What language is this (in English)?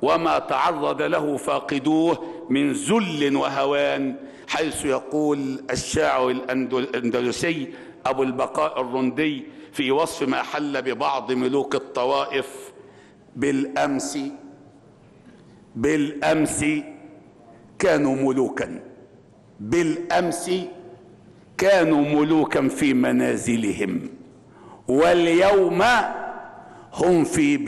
Arabic